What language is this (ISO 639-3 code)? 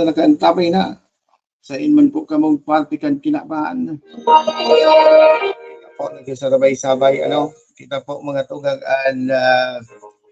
bik